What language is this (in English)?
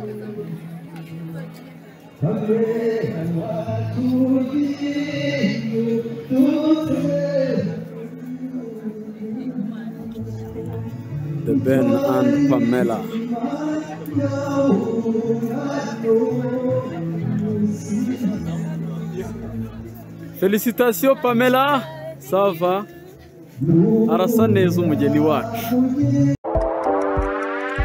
Kinyarwanda